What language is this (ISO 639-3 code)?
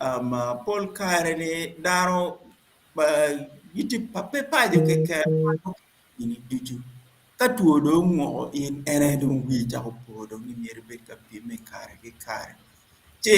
ach